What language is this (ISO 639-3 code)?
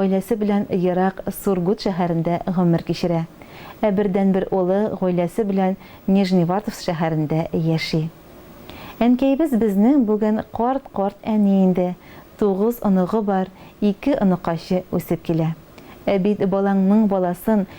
tat